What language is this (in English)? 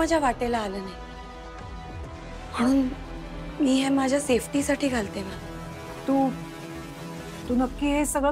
Marathi